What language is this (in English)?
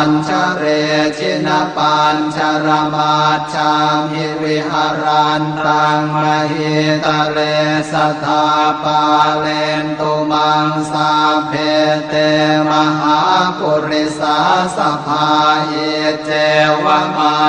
Pali